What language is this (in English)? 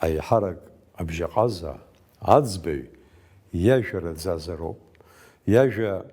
Abkhazian